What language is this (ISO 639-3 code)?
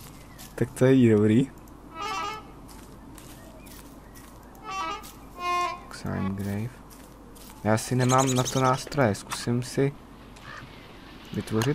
ces